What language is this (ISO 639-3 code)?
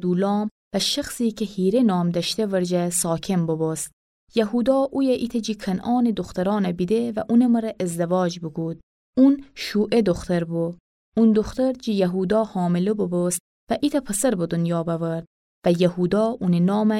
glk